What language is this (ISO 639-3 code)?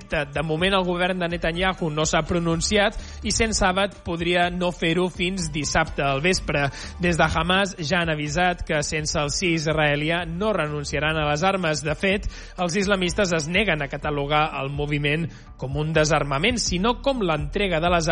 cat